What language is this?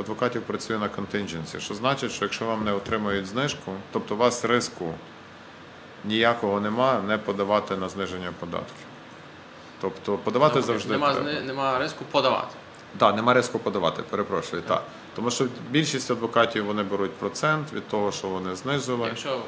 Ukrainian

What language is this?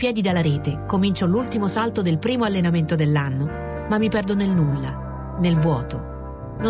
Italian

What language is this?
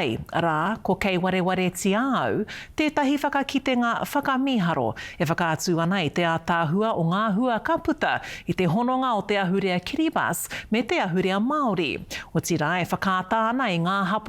Māori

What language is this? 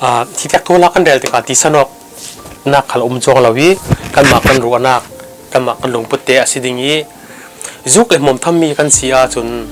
Falam Chin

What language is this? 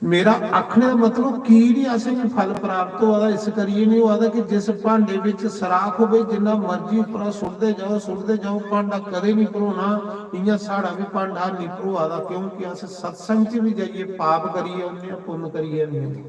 Dogri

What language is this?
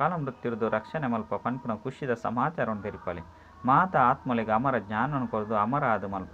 Tulu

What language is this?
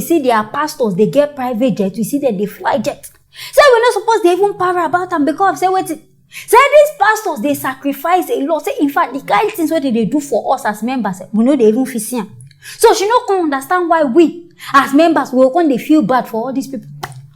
Nigerian Pidgin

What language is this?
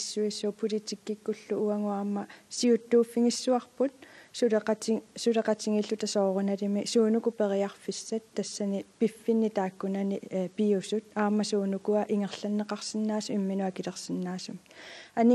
Kalaallisut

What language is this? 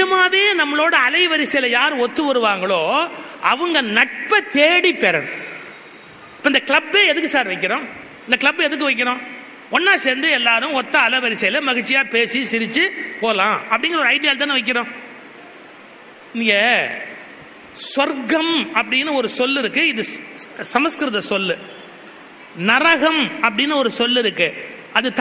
Tamil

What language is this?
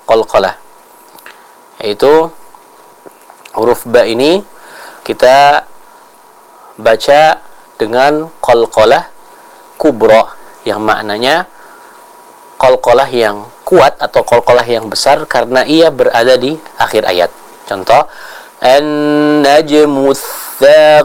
Indonesian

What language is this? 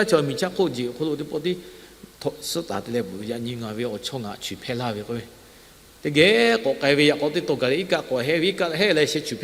Lahu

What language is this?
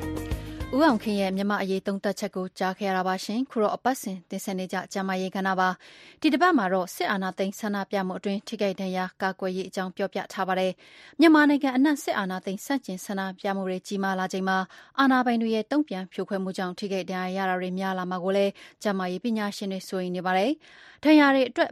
Burmese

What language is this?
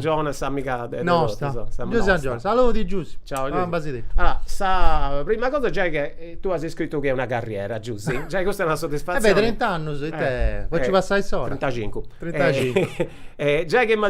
Sardinian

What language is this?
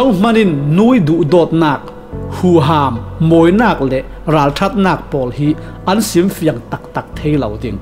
Falam Chin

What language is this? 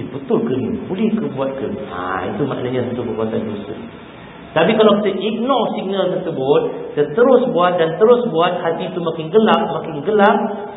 Malay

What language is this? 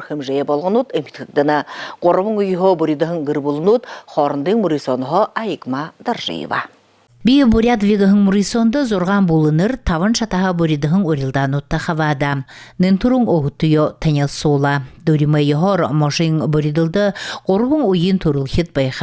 Buriat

